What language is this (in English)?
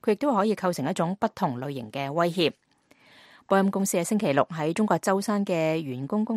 Cantonese